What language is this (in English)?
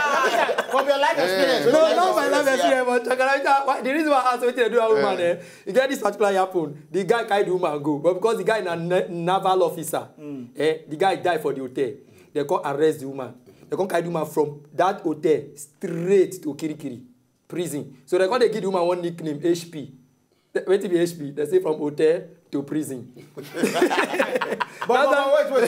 Nigerian Pidgin